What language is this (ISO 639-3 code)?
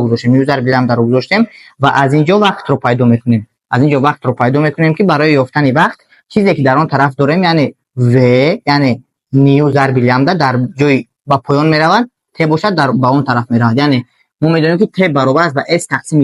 tgk